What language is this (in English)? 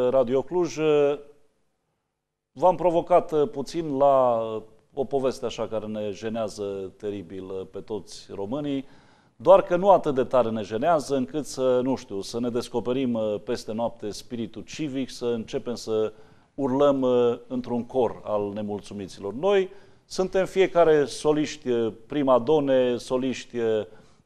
Romanian